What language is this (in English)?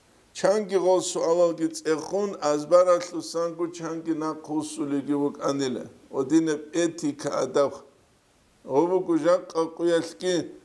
Avaric